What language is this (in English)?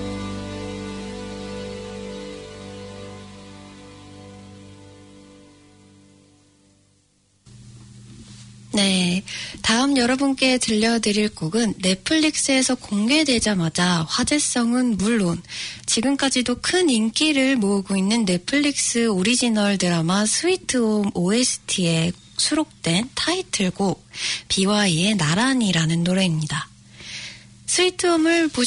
Korean